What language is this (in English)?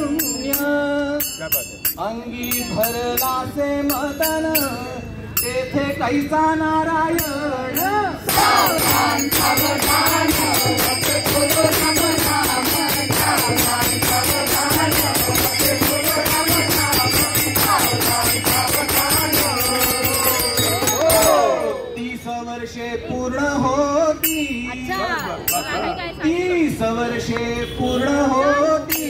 Marathi